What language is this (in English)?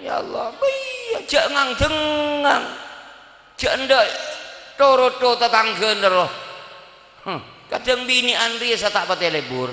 Madurese